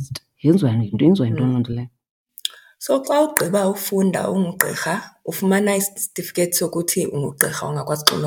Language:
Xhosa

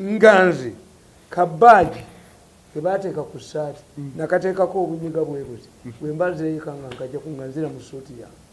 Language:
Ganda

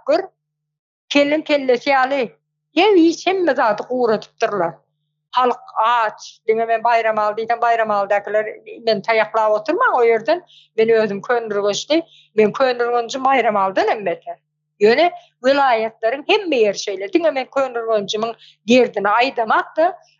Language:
Turkmen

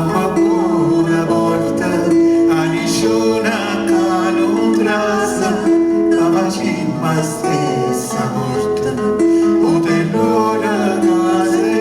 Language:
Neapolitan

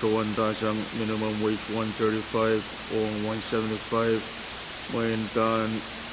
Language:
Pohnpeian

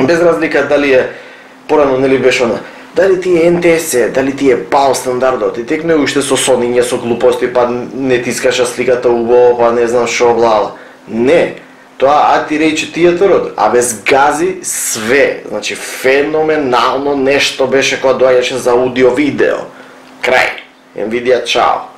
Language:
Macedonian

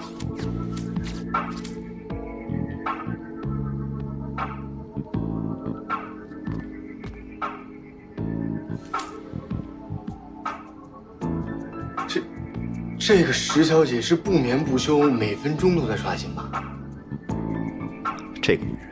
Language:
Chinese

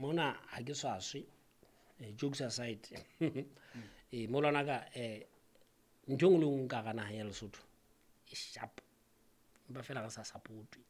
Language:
Southern Sotho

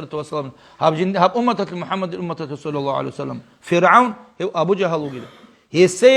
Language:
Avaric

